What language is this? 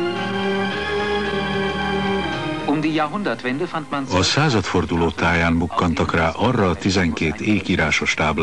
Hungarian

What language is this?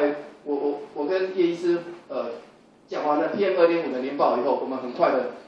Chinese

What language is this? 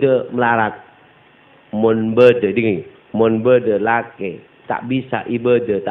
Madurese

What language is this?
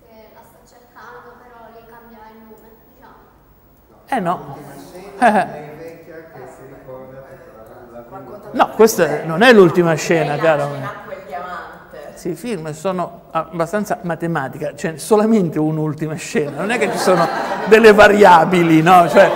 Italian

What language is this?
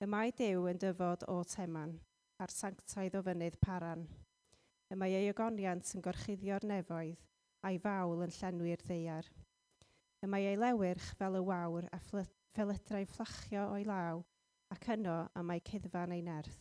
Welsh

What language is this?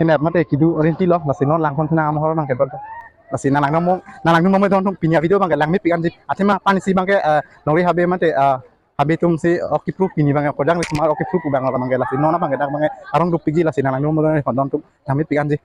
Karbi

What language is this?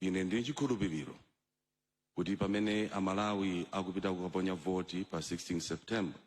Nyanja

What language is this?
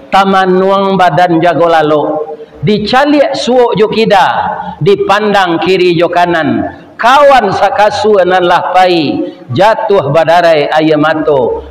Minangkabau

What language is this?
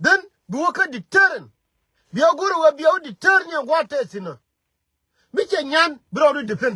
Nuer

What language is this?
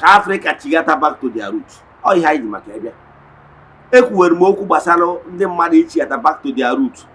Igbo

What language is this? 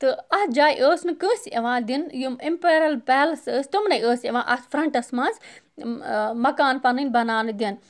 Kashmiri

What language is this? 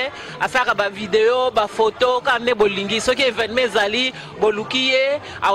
Lingala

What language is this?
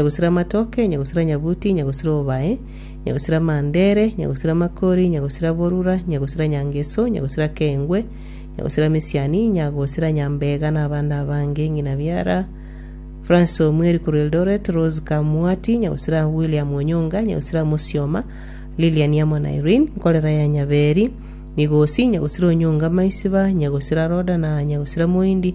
Gusii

